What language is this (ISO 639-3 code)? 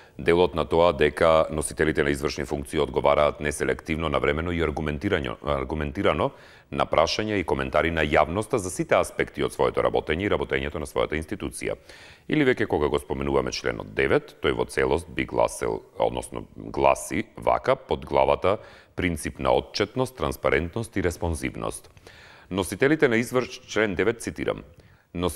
mkd